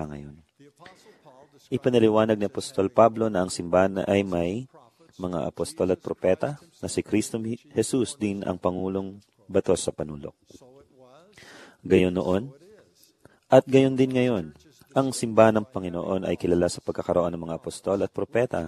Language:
Filipino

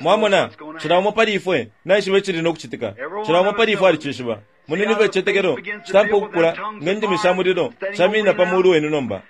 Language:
Bemba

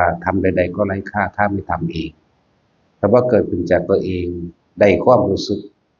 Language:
Northeastern Thai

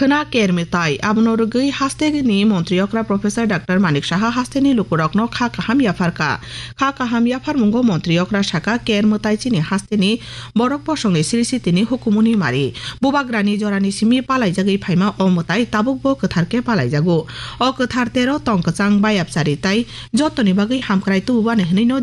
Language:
Kok Borok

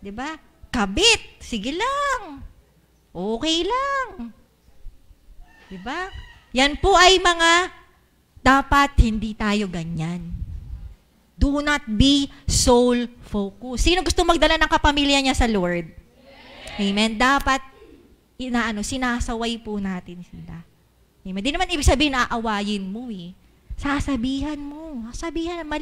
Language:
Filipino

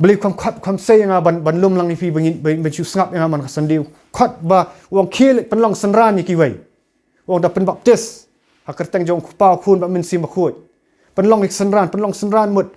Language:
Khasi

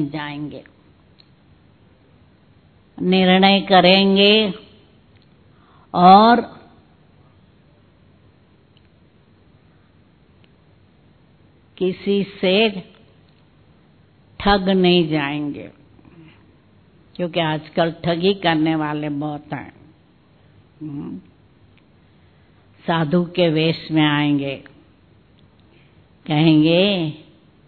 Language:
Hindi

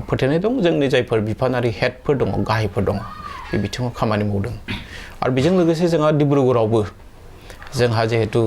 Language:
Bodo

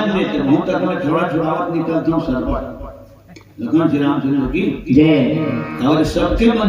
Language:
Chhattisgarhi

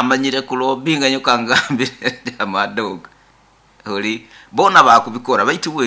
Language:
Nyoro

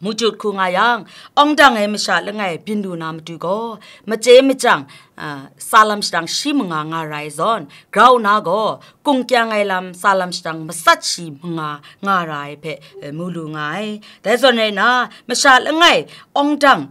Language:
Kachin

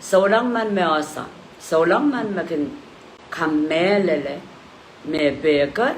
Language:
Pohnpeian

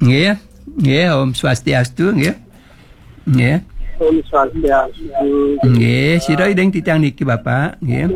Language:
Balinese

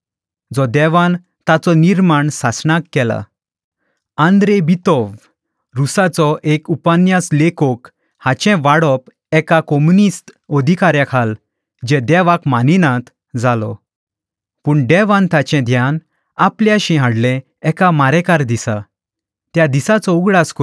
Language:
Konkani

